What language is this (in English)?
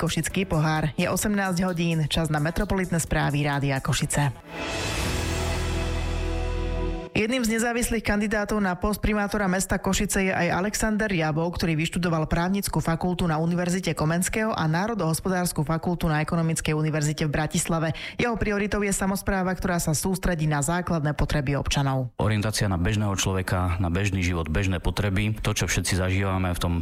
Slovak